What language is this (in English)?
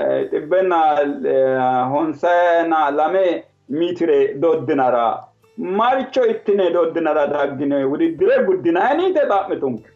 Sidamo